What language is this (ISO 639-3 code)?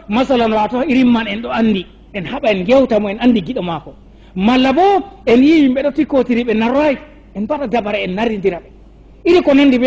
ful